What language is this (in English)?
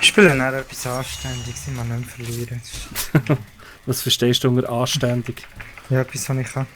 Swiss German